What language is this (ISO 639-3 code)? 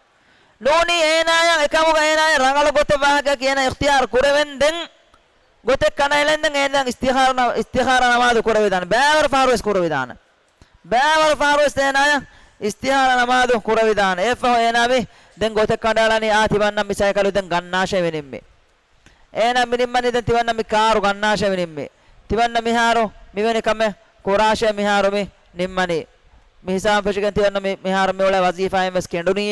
div